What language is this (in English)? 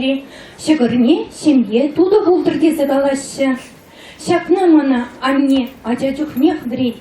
Chuvash